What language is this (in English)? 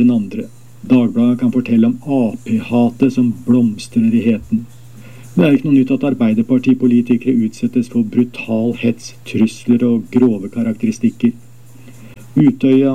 Norwegian